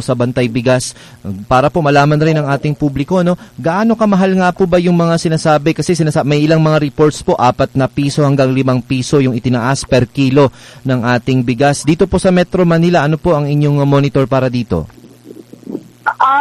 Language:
Filipino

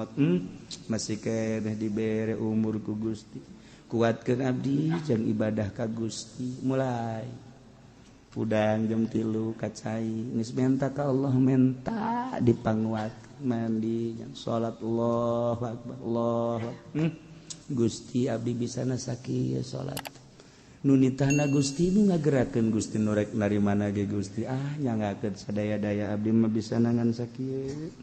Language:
Sundanese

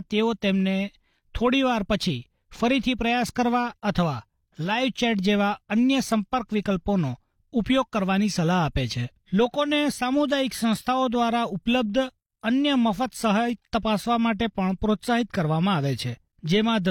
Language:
Gujarati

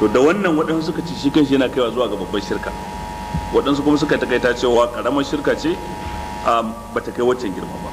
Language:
Hausa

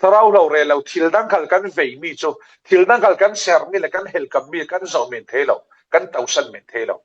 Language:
Falam Chin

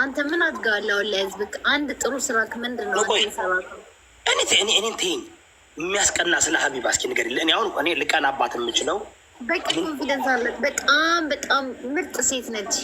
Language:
Amharic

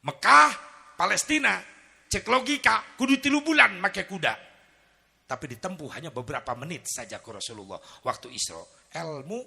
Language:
Sundanese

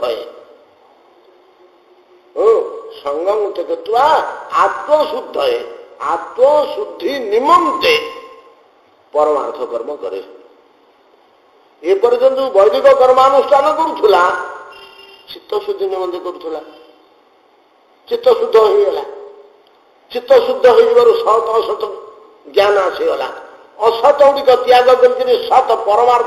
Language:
Odia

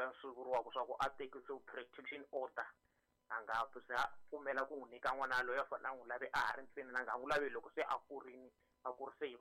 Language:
Tsonga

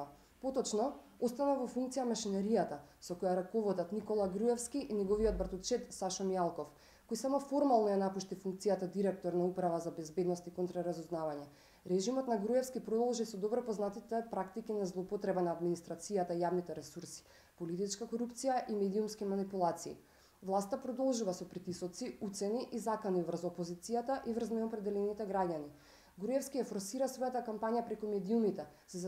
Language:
Macedonian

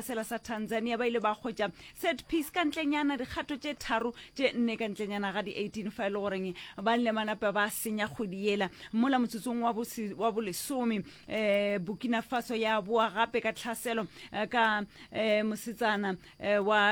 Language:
Northern Sotho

